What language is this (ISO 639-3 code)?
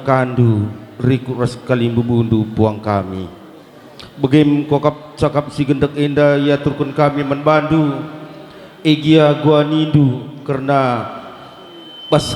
btx